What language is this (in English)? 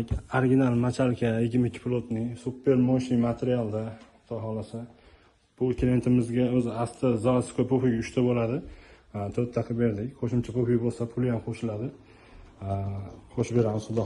Uzbek